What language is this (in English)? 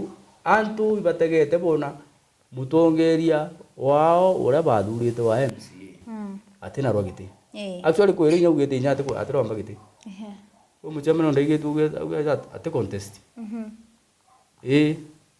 Meru